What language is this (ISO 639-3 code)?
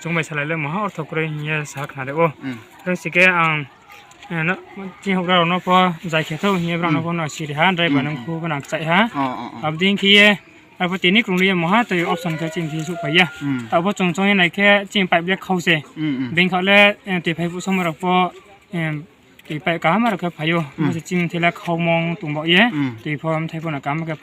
ria